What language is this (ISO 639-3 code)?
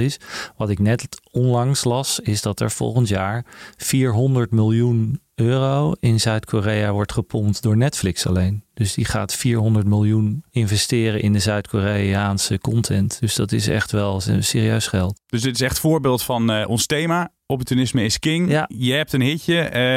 nld